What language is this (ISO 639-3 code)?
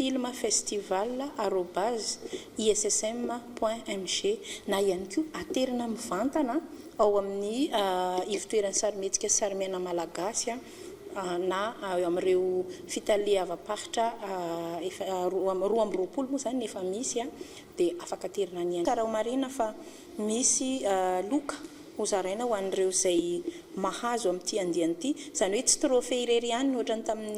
mlg